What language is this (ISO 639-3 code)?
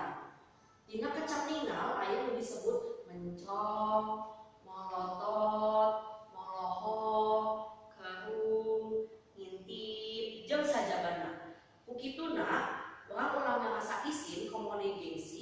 sun